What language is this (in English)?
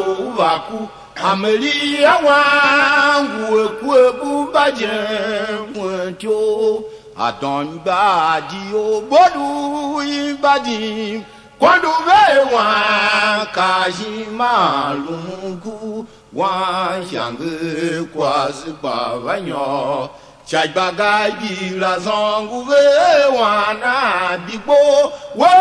Tiv